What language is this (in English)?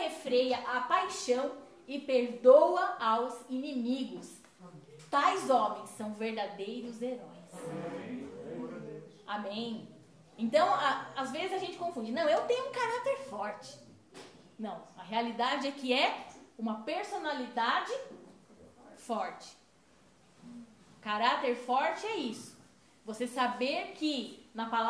Portuguese